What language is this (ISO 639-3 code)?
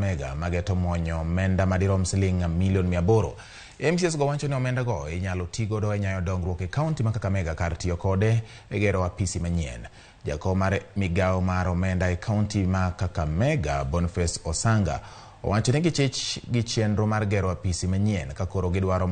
luo